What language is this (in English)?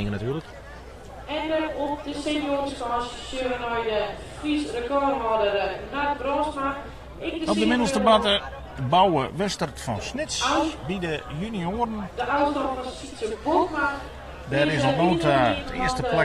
Western Frisian